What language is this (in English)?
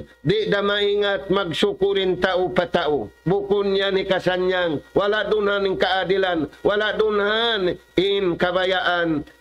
Tausug